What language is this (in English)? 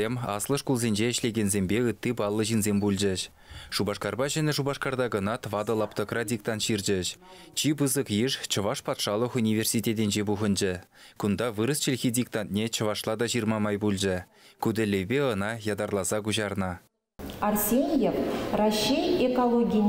Chuvash